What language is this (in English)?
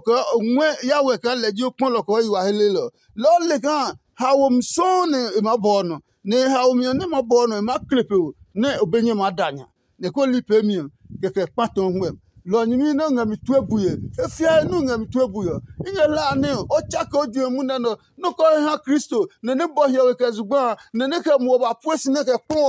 Adangme